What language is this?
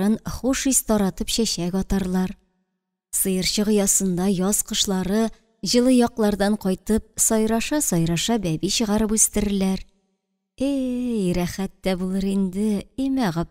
Tatar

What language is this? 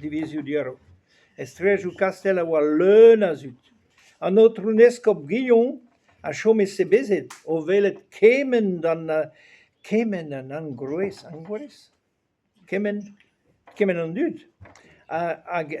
Breton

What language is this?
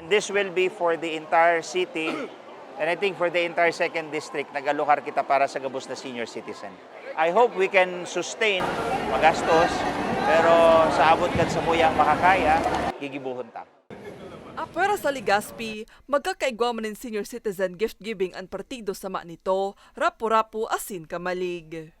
Bikol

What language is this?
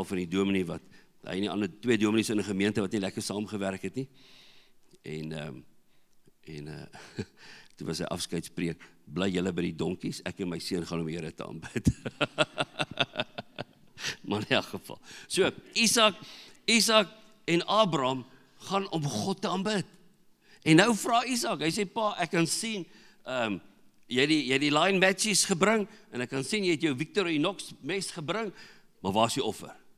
Afrikaans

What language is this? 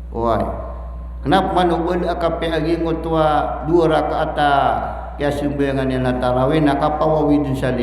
Maranao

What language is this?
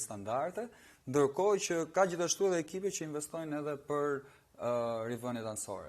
Albanian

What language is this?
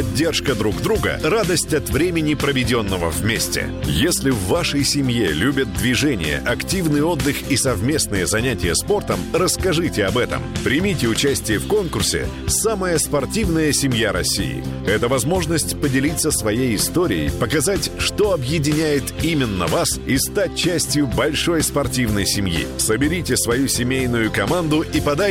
Russian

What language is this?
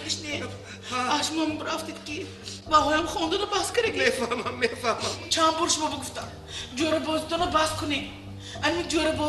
Tajik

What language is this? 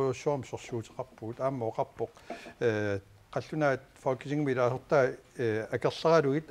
Kalaallisut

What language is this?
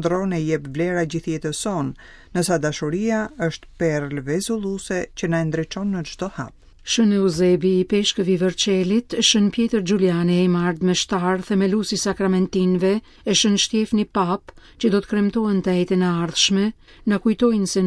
Albanian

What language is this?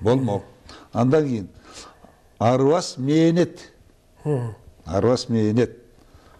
Kyrgyz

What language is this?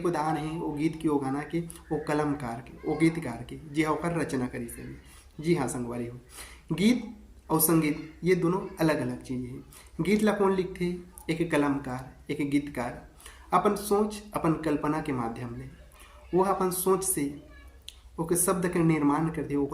Chhattisgarhi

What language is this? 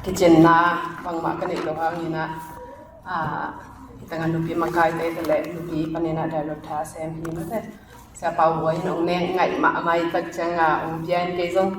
Tedim Chin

